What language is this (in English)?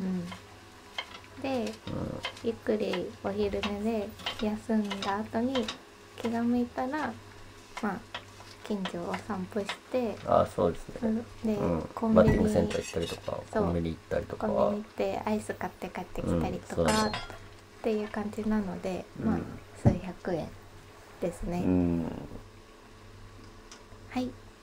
Japanese